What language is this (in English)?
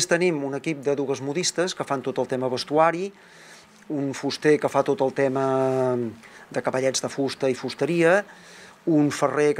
Catalan